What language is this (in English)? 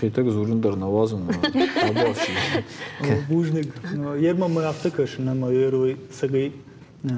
Ossetic